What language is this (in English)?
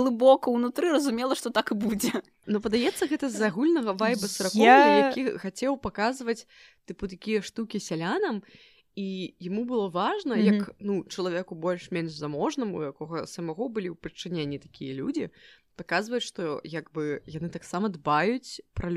Belarusian